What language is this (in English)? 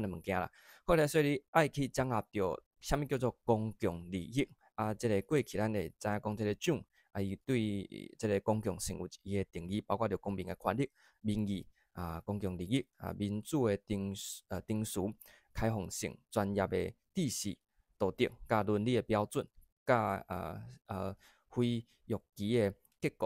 Min Nan Chinese